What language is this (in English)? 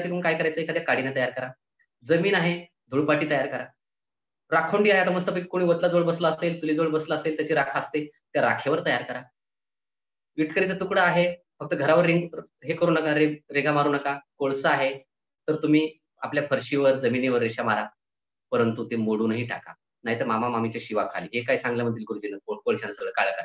Marathi